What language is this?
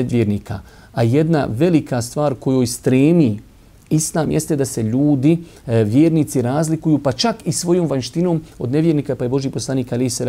Bosnian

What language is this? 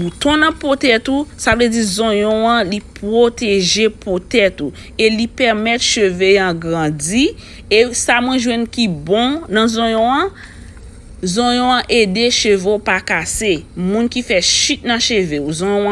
Haitian Creole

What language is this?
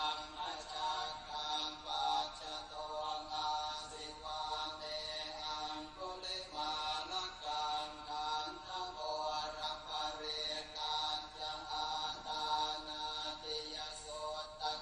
Pali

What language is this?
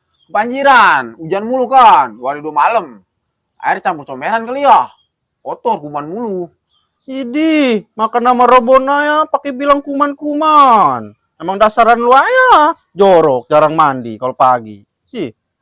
Betawi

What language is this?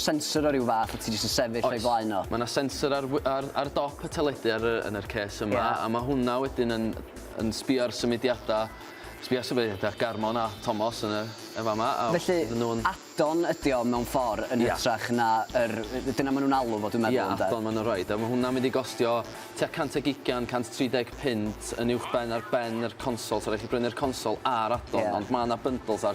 Welsh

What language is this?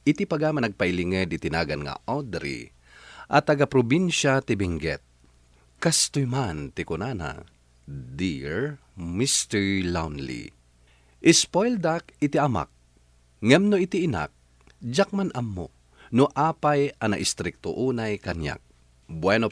Iloko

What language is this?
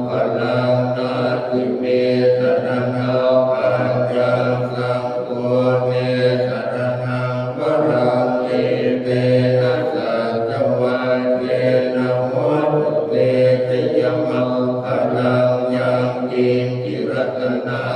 Pali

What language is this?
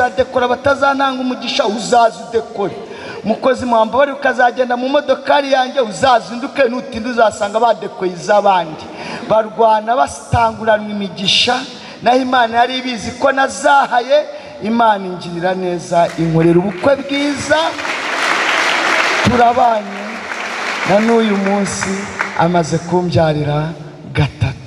Kinyarwanda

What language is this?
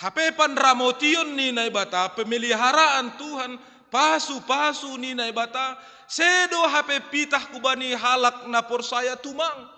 Batak Simalungun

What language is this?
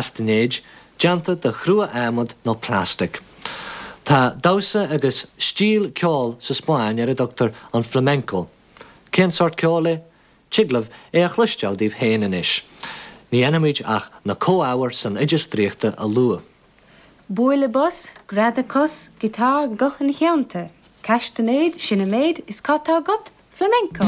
Irish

